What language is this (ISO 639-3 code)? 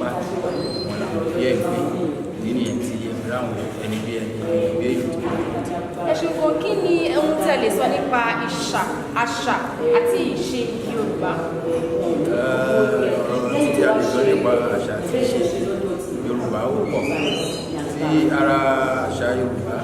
yor